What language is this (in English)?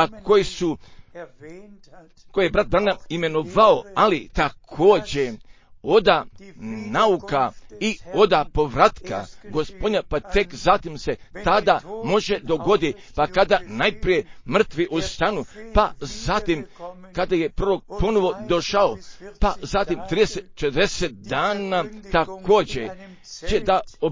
Croatian